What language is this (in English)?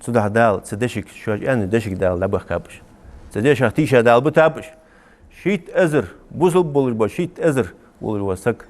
Ingush